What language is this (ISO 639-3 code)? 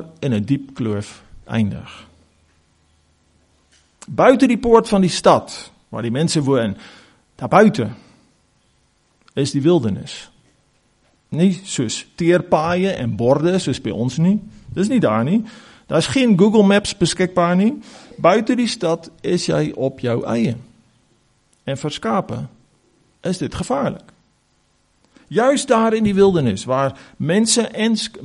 afr